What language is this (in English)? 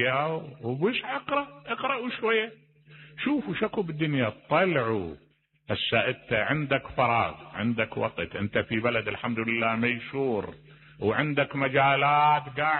Mesopotamian Arabic